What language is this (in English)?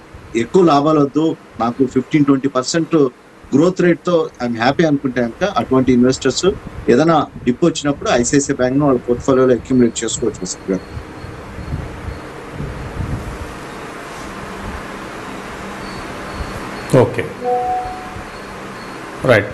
Telugu